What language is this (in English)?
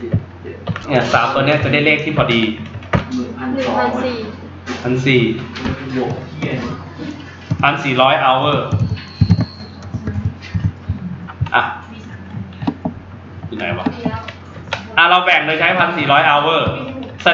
Thai